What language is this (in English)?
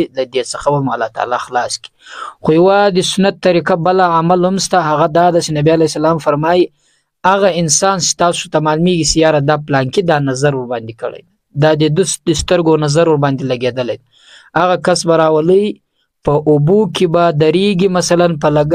Pashto